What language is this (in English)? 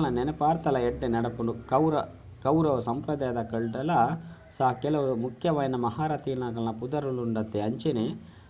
Tulu